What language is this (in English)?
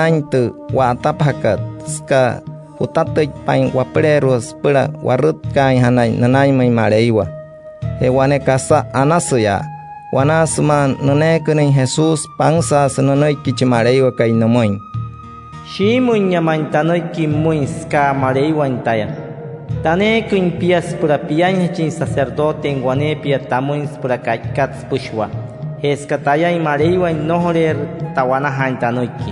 Wayuu